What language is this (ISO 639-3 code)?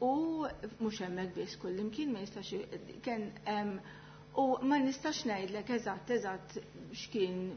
mlt